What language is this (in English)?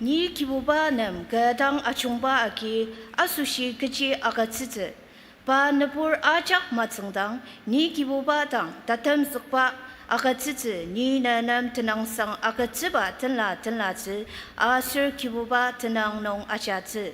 Ao Naga